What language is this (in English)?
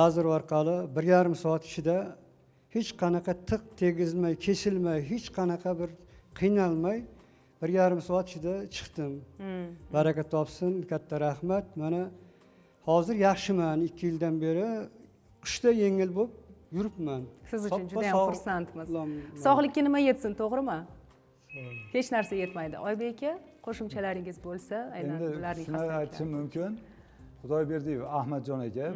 Uzbek